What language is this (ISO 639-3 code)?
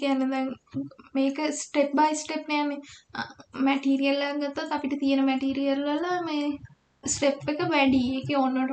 sin